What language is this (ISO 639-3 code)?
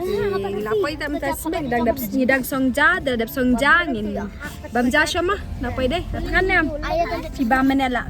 kha